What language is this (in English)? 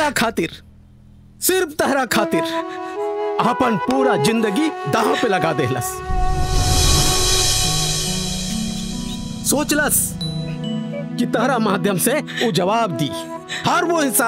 Bhojpuri